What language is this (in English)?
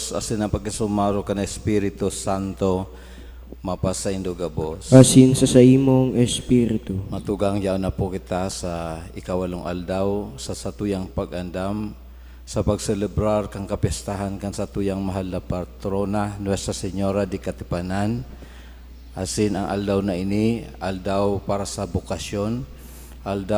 Bikol